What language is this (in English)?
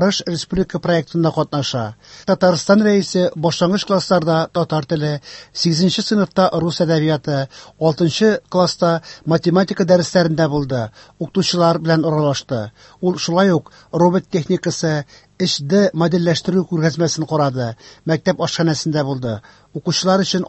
Tatar